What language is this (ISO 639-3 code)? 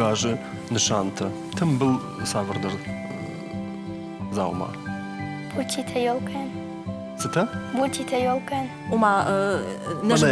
oss